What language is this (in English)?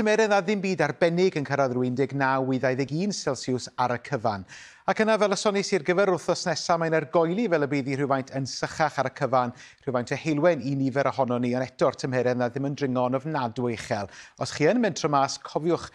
Welsh